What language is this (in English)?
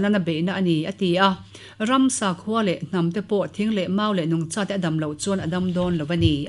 Mizo